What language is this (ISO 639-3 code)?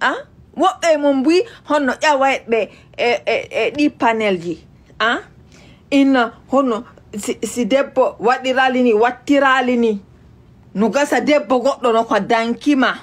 ful